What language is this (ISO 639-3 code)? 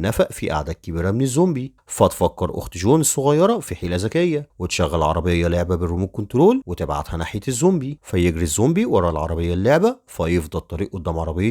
arz